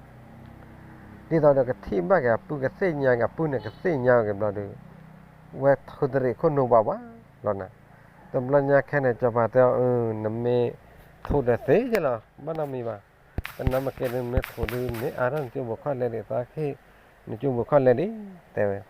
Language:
S'gaw Karen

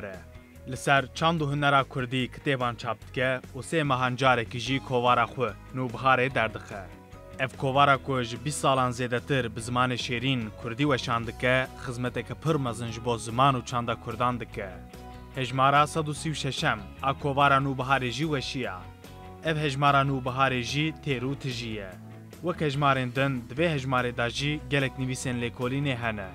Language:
Kurdish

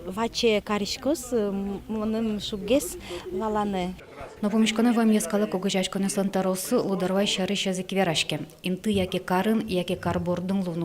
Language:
Udmurt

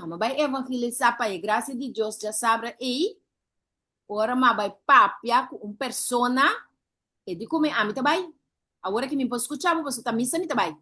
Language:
Papiamento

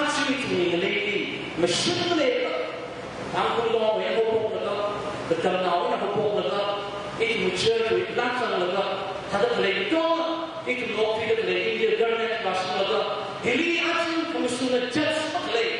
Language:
Tangkhul Naga (India)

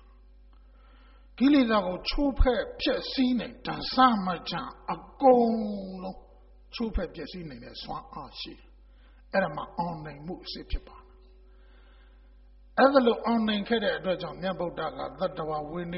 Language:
Burmese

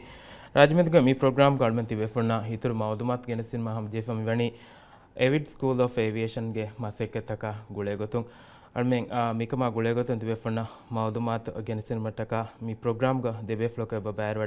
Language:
Divehi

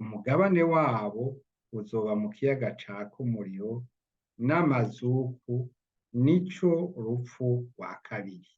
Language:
Rundi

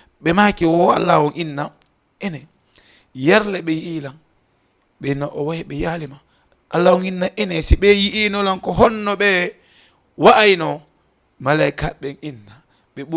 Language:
Fula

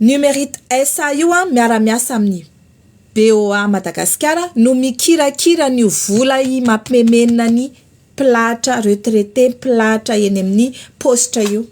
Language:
Malagasy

